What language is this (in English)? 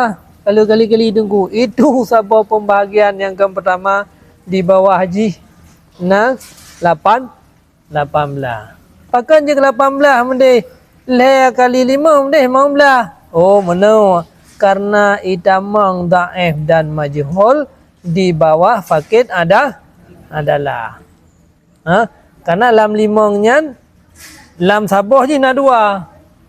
Achinese